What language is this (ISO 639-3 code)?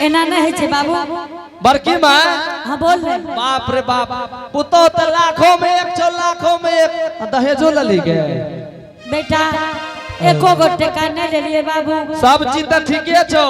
anp